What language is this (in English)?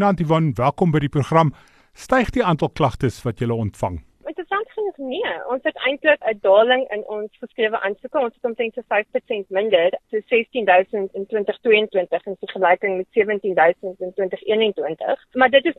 Afrikaans